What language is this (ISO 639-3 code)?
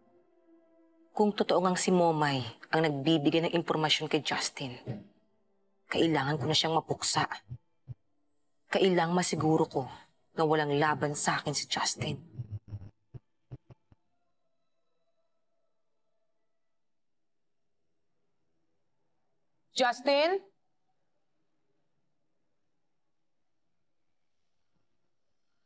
fil